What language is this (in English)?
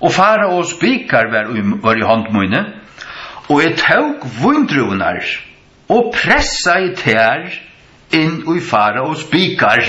Faroese